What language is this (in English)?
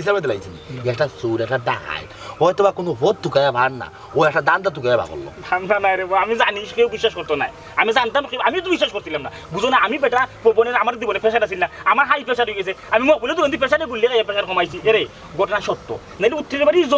Sylheti